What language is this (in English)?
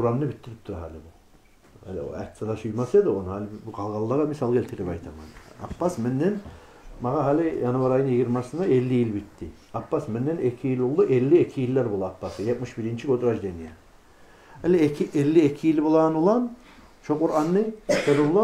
Kumyk